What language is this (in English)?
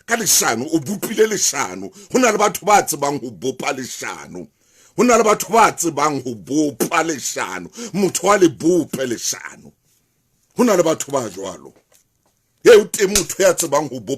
Southern Sotho